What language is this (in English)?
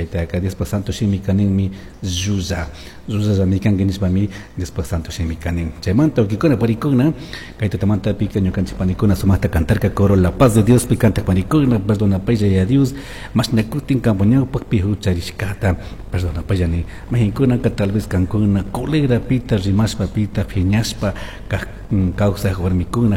Chimborazo Highland Quichua